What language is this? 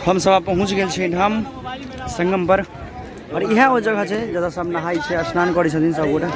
Maithili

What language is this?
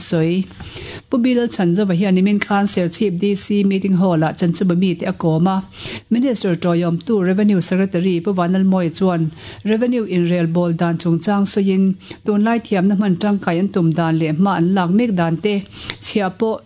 Mizo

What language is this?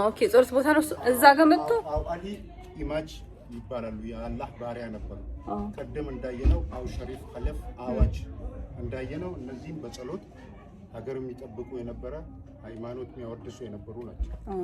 Amharic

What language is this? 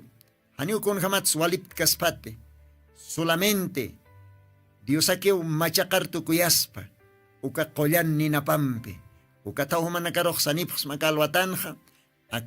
Aymara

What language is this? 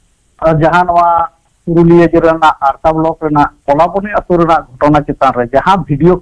Santali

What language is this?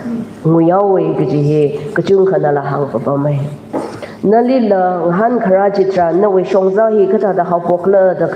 Tangkhul Naga (India)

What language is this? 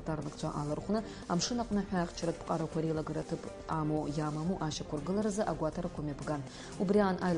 Abkhazian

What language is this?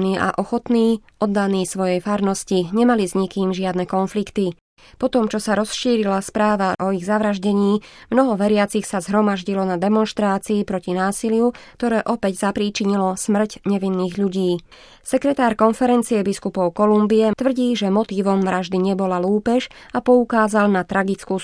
Slovak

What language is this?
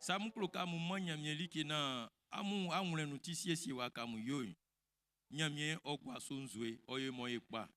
Baoulé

